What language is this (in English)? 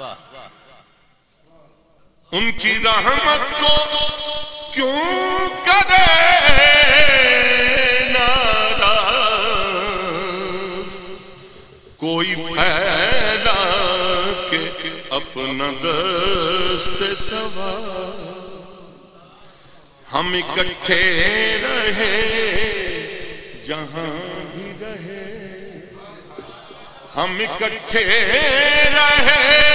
Urdu